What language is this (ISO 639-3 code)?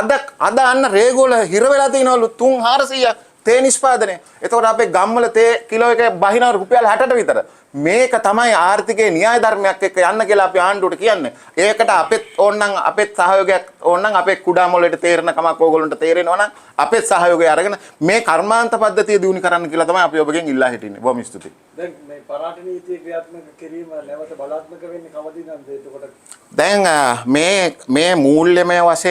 sin